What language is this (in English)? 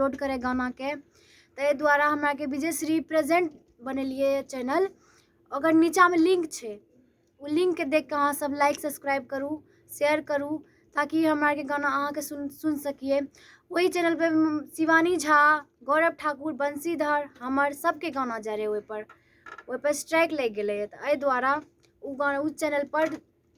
Maithili